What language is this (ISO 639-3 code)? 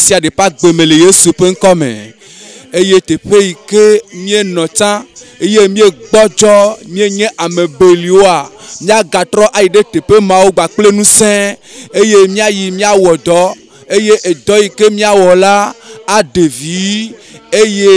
ewe